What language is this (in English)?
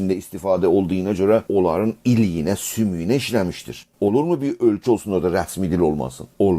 South Azerbaijani